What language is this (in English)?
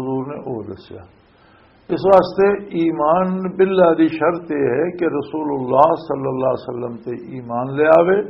Western Panjabi